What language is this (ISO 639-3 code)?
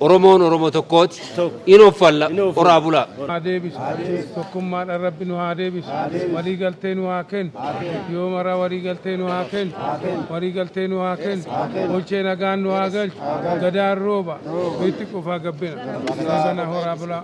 orm